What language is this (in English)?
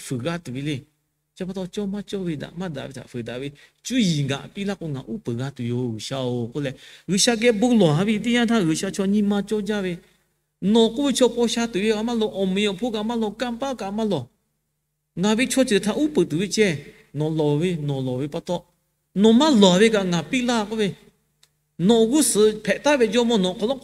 Lahu